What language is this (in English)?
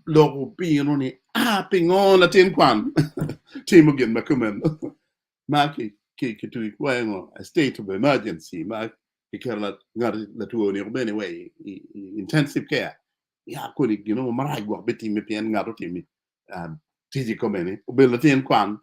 Acoli